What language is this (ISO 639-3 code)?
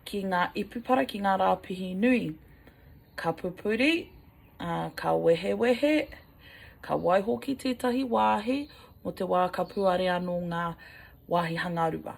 mri